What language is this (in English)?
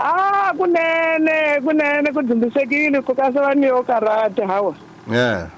Tsonga